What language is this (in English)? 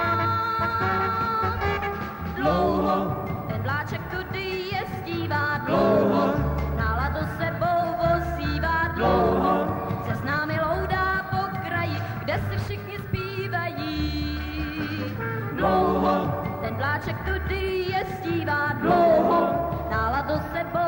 Czech